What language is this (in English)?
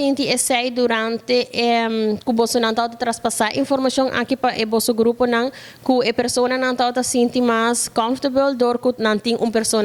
Papiamento